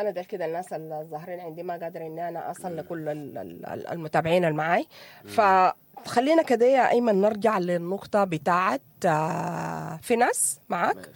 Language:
Sudanese Arabic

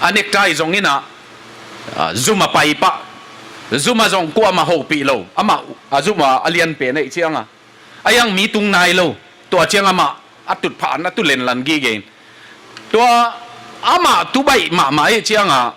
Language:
Tedim Chin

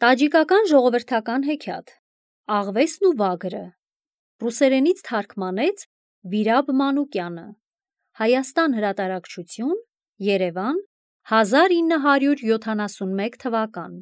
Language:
Armenian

